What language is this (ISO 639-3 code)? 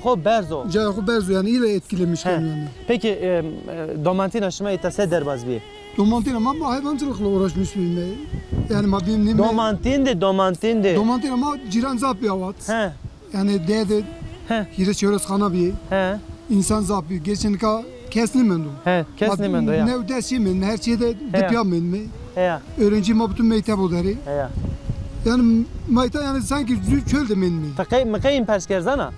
zza